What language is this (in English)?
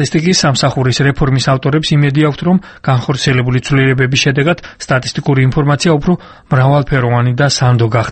Georgian